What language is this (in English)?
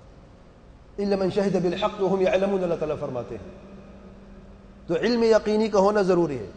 Urdu